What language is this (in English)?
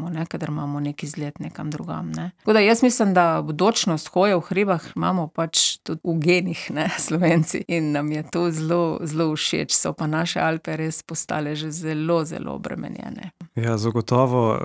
Slovenian